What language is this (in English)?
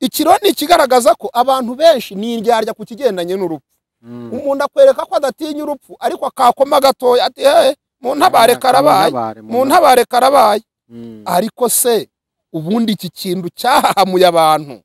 Kinyarwanda